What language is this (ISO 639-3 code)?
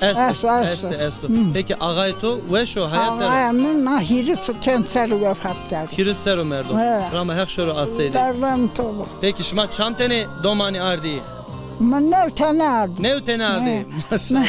zza